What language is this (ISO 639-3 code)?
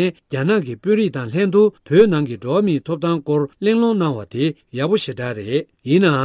bod